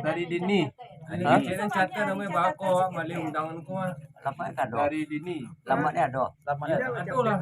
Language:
Minangkabau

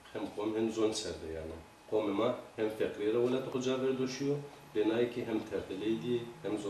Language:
Zaza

